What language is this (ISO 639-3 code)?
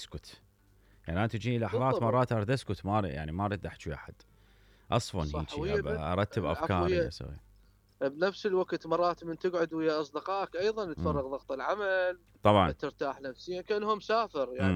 acm